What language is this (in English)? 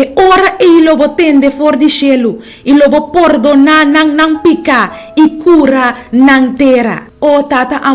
Papiamento